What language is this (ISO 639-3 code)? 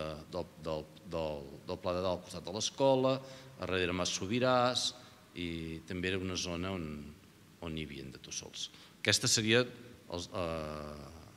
cat